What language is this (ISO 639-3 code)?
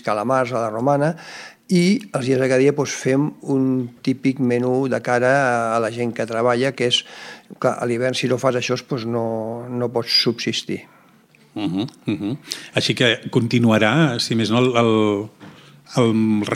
cat